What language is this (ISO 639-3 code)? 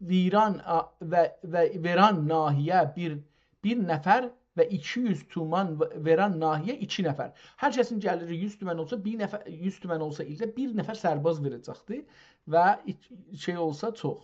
azb